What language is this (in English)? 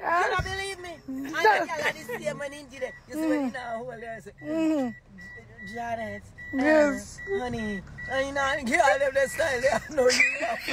Jamaican Creole English